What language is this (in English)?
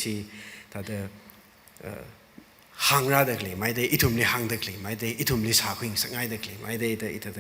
Tangkhul Naga (India)